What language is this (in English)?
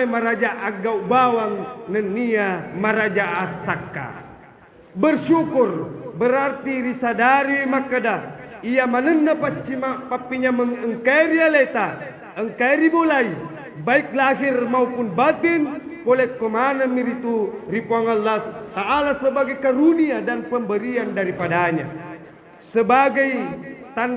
Buginese